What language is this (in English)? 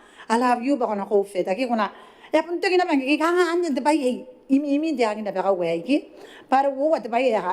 Gilbertese